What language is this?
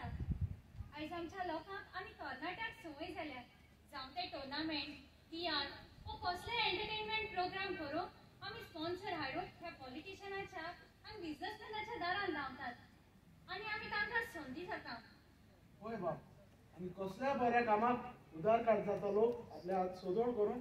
Konkani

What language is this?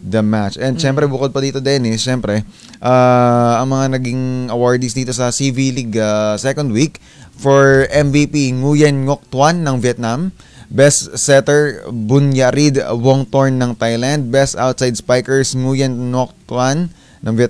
Filipino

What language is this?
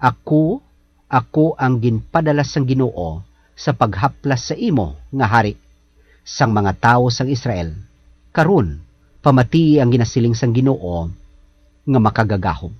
Hiligaynon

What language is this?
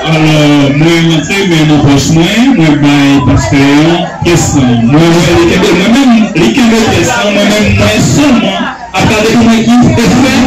Haitian Creole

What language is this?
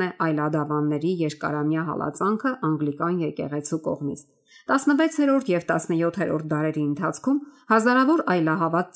Armenian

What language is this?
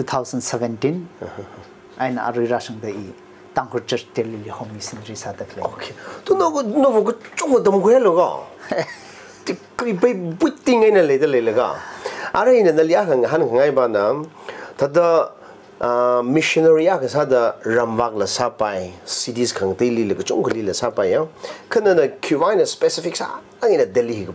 Tangkhul Naga (India)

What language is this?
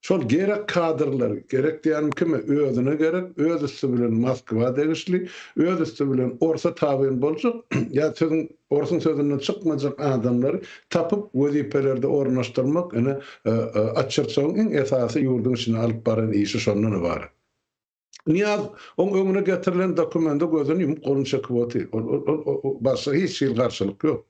Turkmen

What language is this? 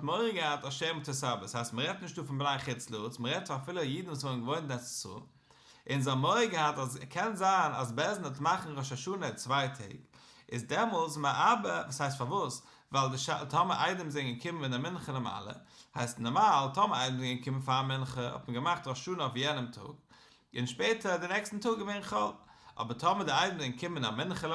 Yiddish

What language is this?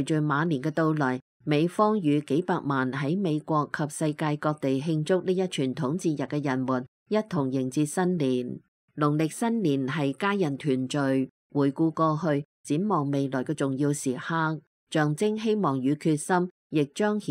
Cantonese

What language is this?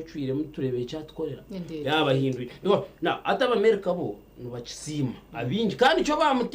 Nyankole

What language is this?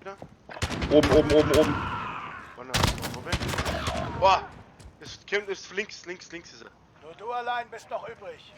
Bavarian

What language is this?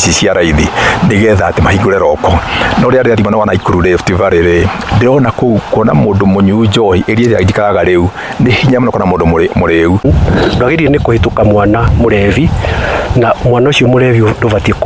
Kikuyu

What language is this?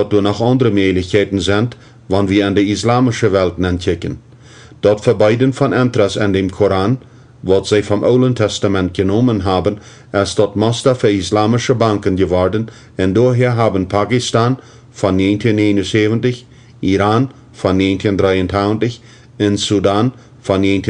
Plautdietsch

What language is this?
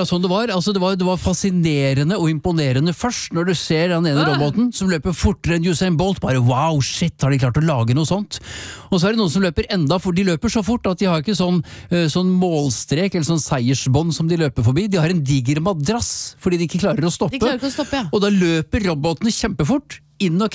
Norwegian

